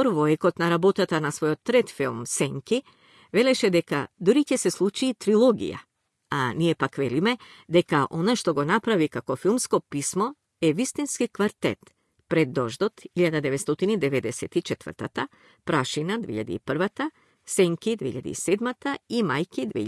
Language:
Macedonian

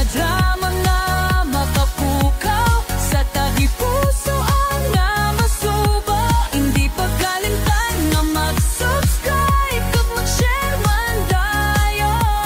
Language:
Hiligaynon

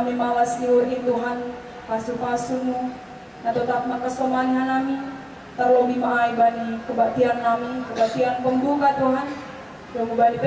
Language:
Batak Simalungun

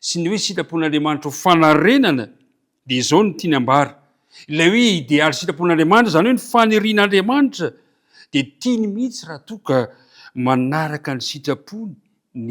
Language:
Malagasy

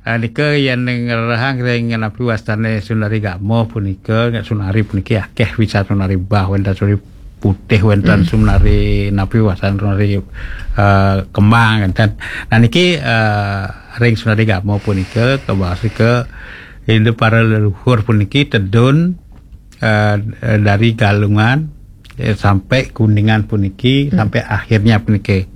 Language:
Balinese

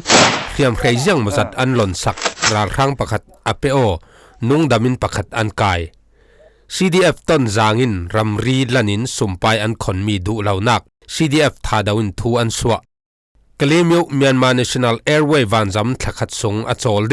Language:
Falam Chin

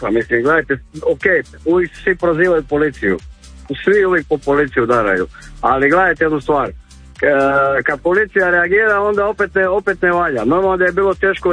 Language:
Croatian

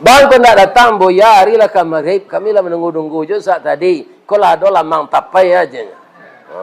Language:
Minangkabau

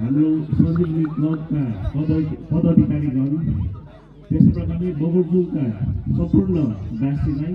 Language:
Nepali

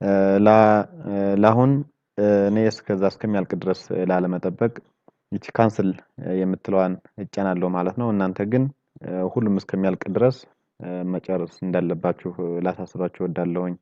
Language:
Amharic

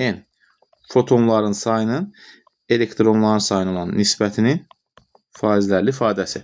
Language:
Azerbaijani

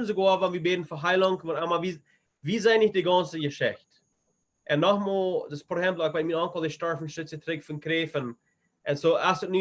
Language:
Plautdietsch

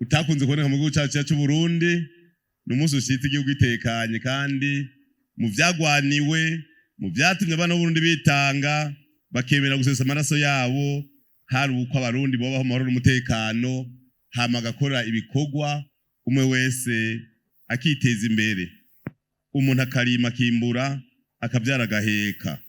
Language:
Rundi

